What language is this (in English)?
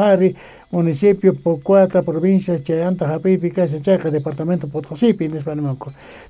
South Bolivian Quechua